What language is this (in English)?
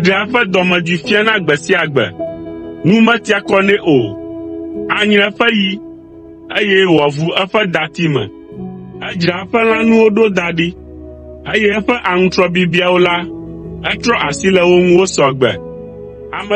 Ewe